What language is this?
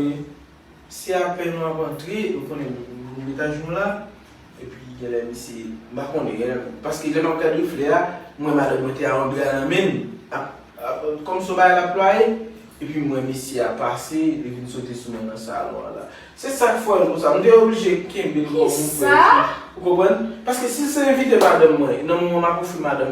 Haitian Creole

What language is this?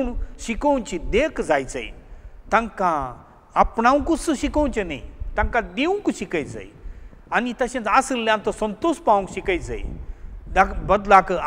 Konkani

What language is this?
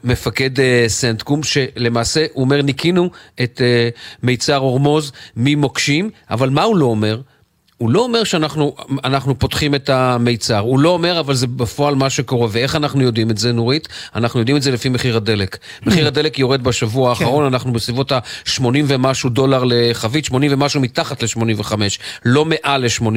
Hebrew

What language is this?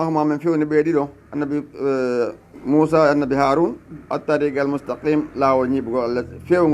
Fula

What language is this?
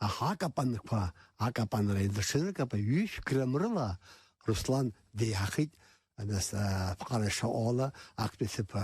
Abkhazian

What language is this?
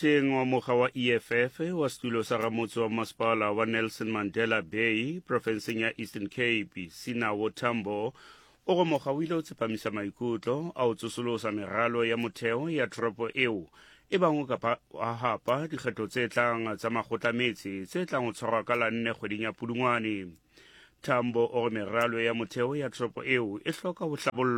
Southern Sotho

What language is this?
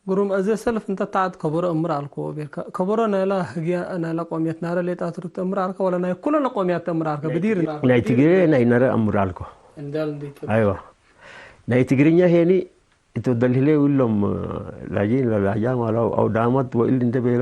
Tigre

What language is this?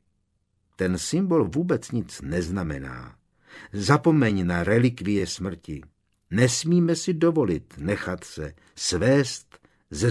Czech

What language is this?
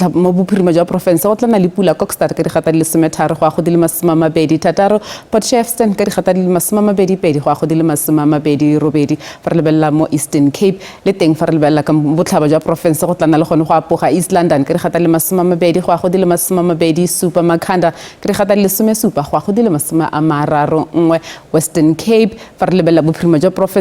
Tswana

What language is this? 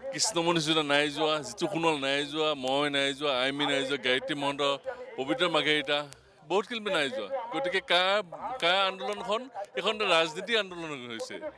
Assamese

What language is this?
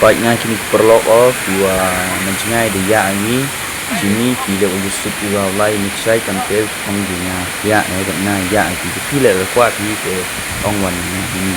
Khasi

